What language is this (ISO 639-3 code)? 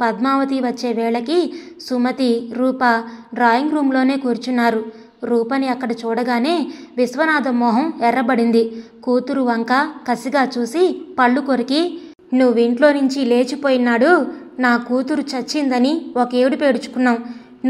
tel